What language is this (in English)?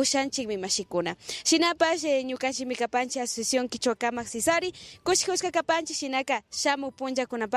Imbabura Highland Quichua